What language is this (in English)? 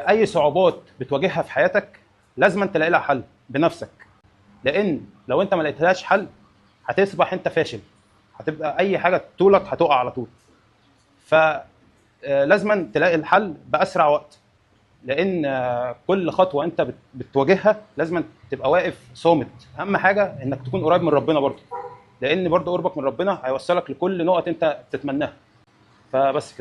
Egyptian Arabic